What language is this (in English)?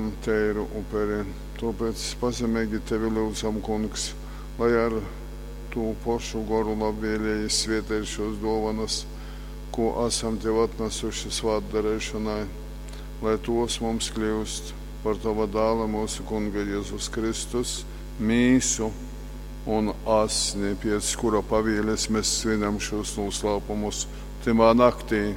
Latgalian